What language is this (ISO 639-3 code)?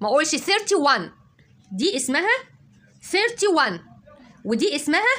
arz